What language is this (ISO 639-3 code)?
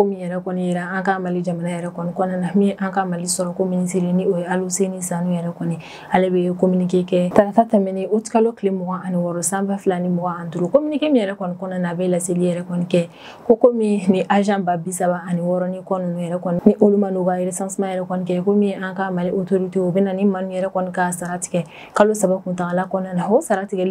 bam